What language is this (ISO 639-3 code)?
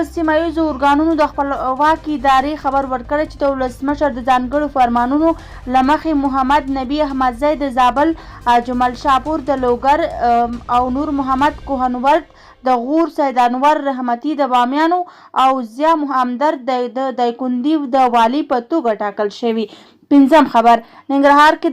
pus